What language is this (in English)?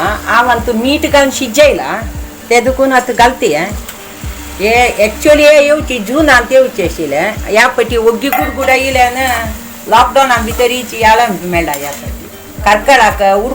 Konkani